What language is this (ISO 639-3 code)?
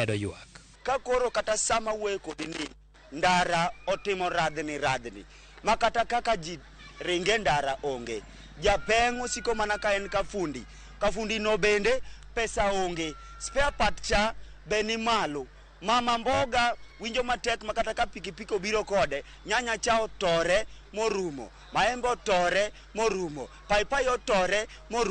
luo